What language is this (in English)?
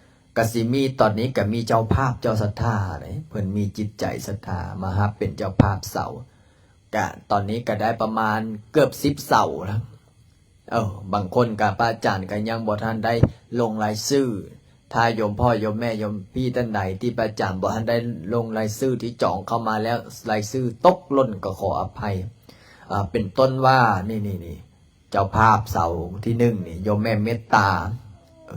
Lao